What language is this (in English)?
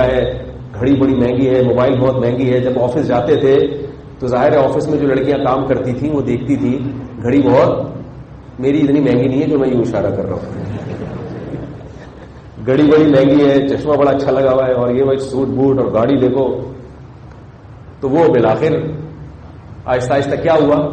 Urdu